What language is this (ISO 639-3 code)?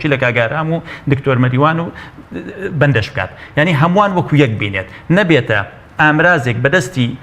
ckb